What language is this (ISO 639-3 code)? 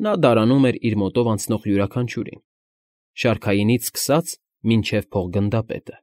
hye